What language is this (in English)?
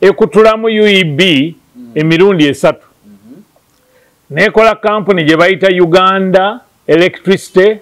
Ganda